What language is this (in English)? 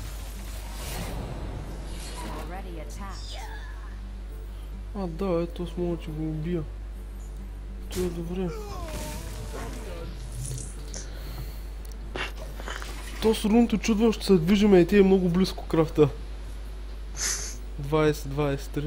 Bulgarian